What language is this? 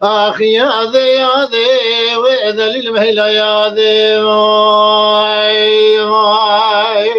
Kurdish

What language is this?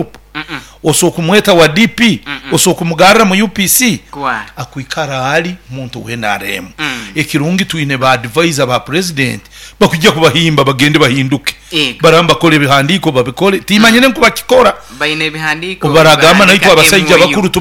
Nyoro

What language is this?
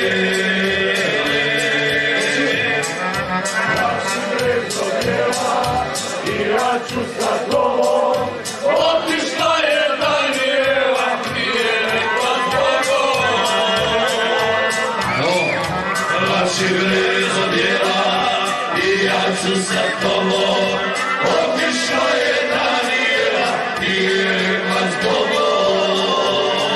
Croatian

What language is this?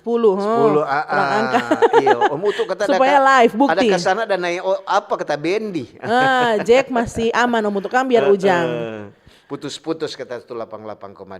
Manado Malay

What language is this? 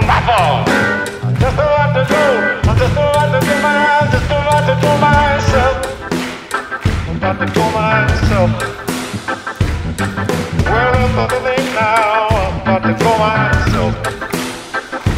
English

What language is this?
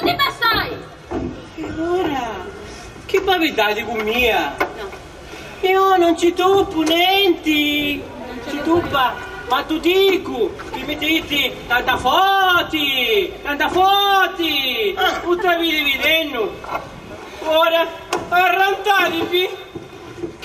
Sicilian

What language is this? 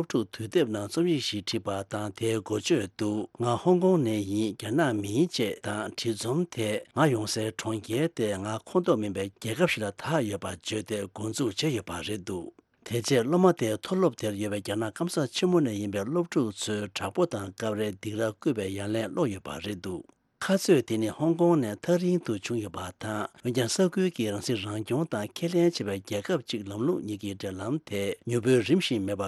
Tibetan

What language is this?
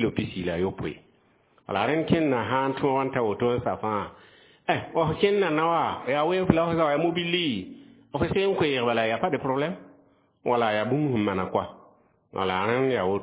Mossi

